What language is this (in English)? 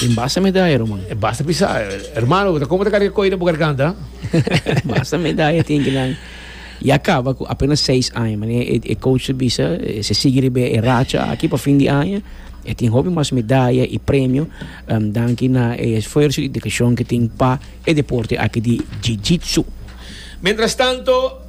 Papiamento